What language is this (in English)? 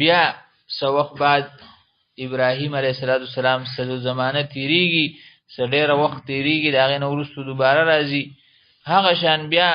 Pashto